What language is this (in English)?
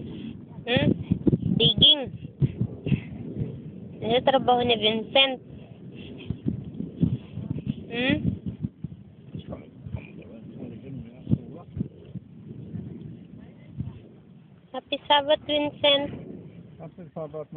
Filipino